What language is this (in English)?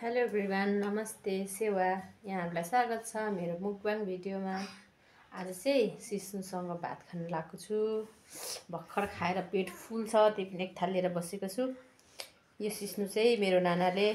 Nepali